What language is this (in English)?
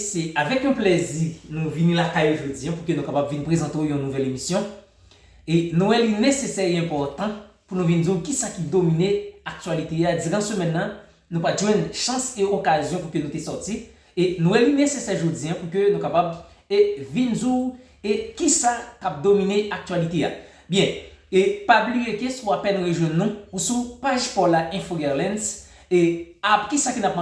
Haitian Creole